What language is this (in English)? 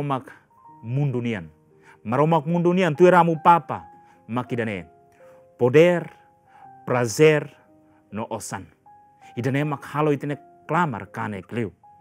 Tetum